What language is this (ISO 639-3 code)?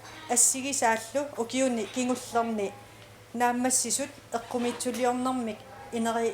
kal